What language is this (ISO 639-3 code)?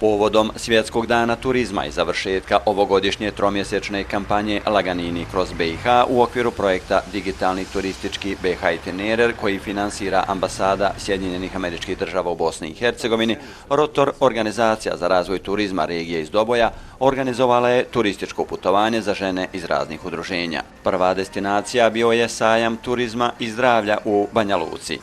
bos